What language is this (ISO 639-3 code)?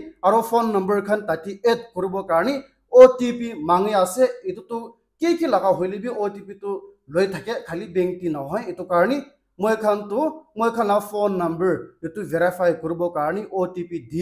nag